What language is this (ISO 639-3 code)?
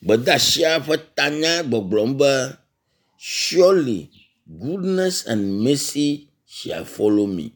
ewe